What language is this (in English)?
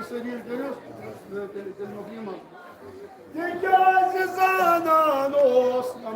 Kashmiri